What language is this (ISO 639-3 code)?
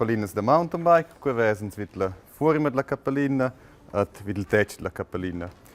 roh